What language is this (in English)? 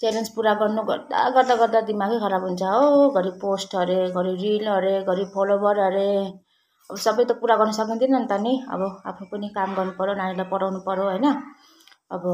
Nepali